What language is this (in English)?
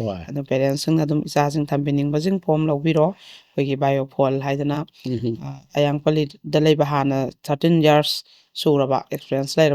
Manipuri